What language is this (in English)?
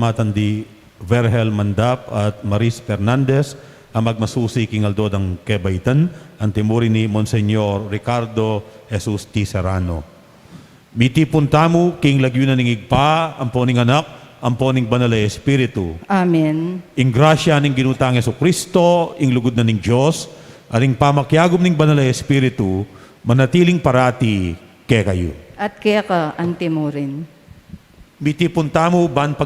Pampanga